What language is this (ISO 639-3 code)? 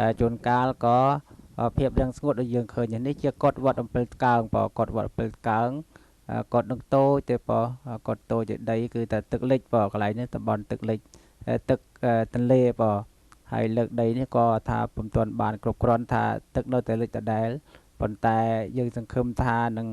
khm